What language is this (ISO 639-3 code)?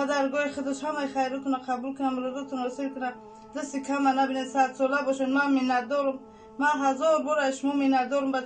tgk